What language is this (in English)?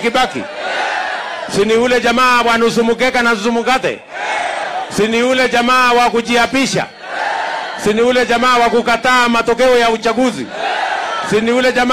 Swahili